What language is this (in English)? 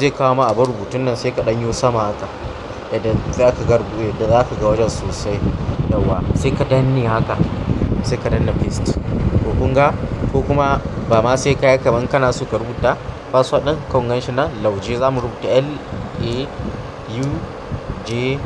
Hausa